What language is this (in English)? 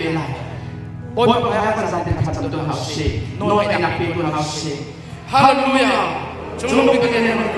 Hakha Chin